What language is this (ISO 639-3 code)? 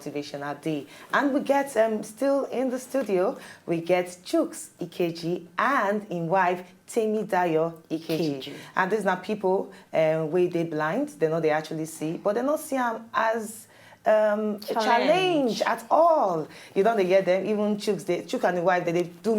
pcm